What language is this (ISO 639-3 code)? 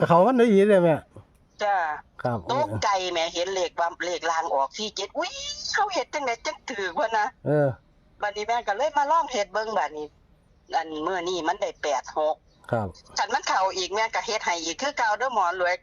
tts